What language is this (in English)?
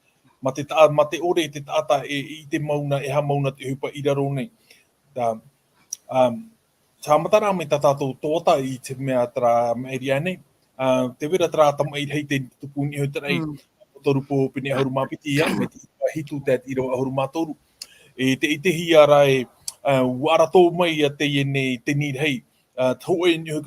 Tahitian